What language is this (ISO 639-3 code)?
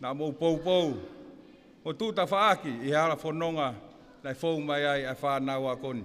ton